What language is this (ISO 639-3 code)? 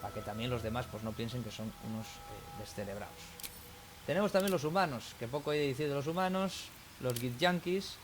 ast